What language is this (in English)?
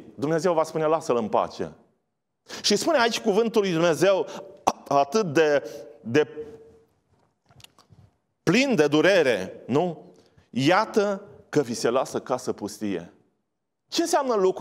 Romanian